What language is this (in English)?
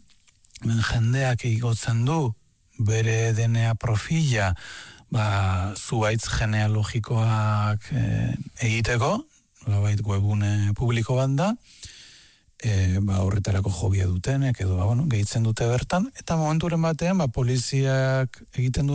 Basque